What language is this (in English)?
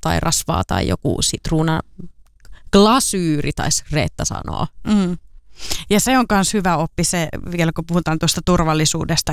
Finnish